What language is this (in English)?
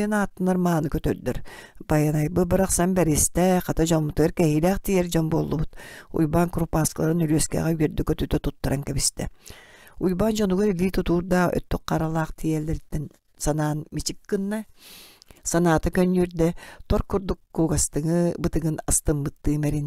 Yakut